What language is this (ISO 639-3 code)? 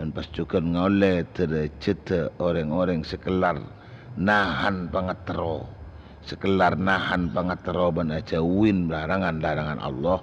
mad